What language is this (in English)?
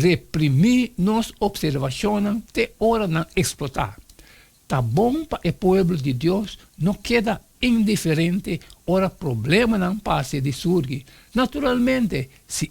Papiamento